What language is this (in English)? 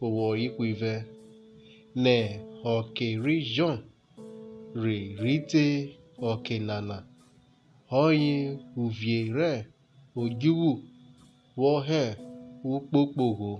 Urhobo